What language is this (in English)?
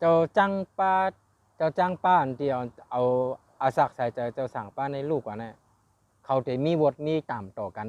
Shan